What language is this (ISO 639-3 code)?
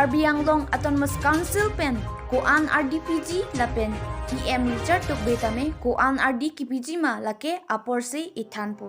mjw